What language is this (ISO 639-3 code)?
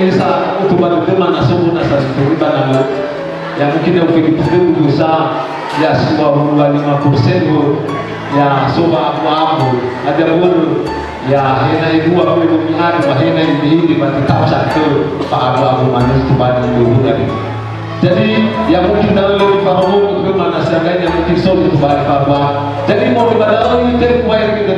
nia